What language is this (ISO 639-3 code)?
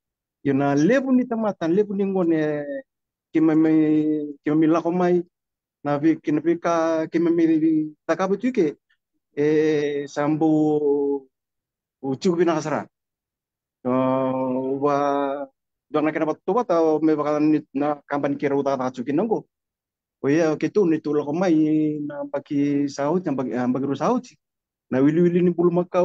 fij